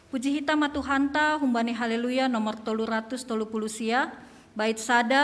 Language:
Batak Simalungun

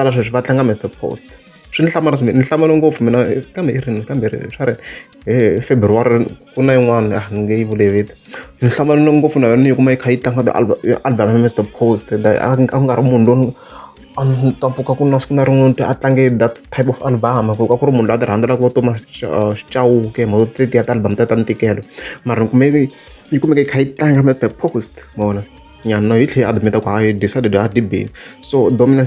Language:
Tsonga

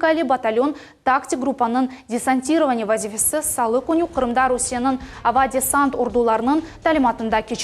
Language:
Crimean Tatar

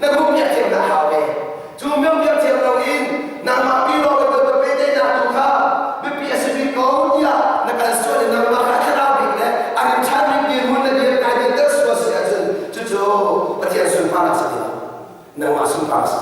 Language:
Hakha Chin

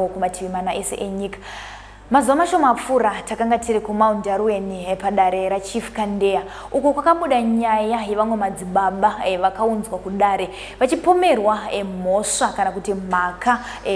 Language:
Shona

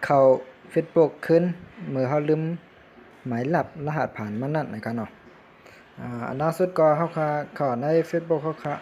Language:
Shan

